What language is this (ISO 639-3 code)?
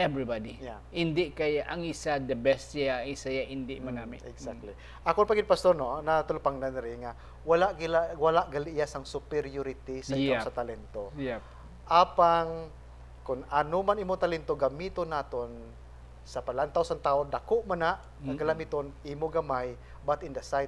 hil